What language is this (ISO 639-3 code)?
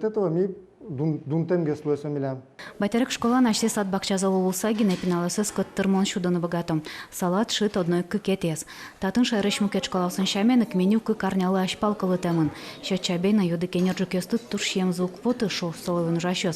udm